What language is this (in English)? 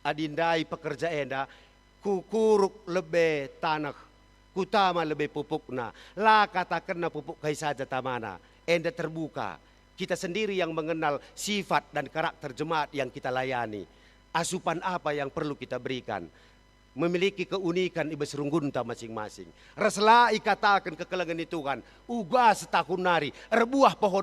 Batak Karo